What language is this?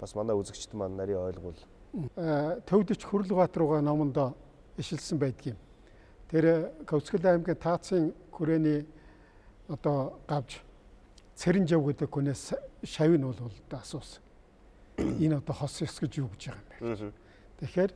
Mongolian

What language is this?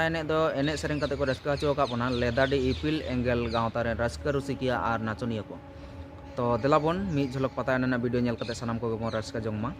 Santali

